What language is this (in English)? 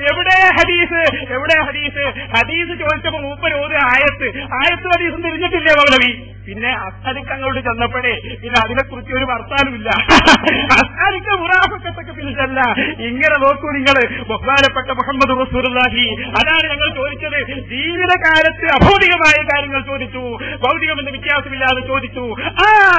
Malayalam